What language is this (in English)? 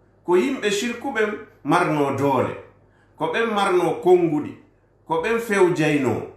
Fula